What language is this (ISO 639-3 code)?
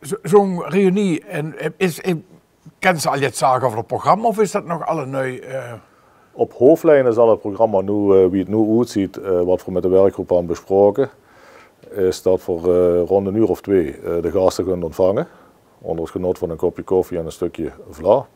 lim